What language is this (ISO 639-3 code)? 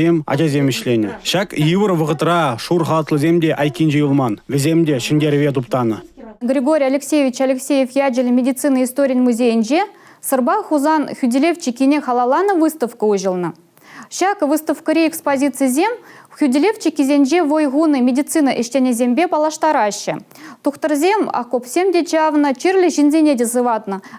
chv